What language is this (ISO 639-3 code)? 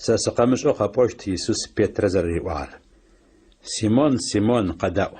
ady